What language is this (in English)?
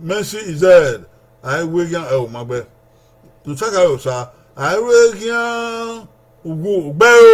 Bini